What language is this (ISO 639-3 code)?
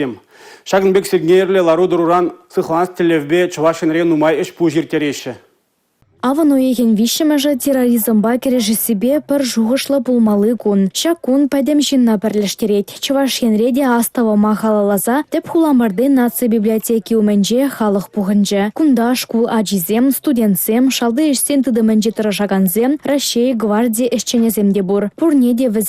chv